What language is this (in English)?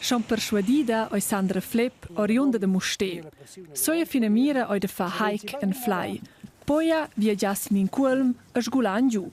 Romansh